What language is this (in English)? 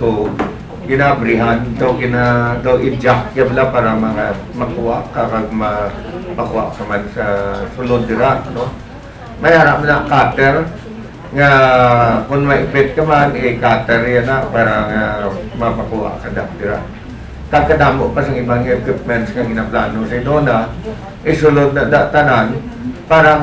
Hiligaynon